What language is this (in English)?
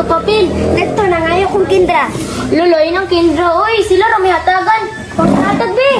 Cebuano